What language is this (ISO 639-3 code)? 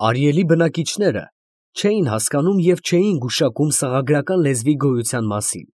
hye